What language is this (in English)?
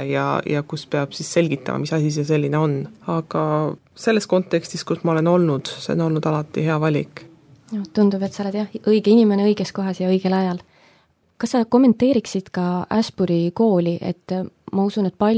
Estonian